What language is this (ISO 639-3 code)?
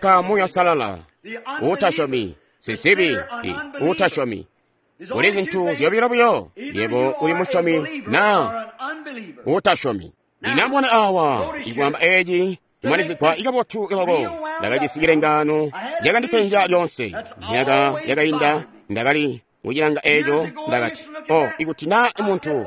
toi